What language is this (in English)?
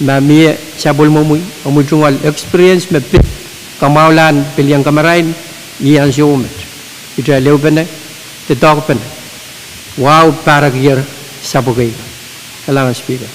Pohnpeian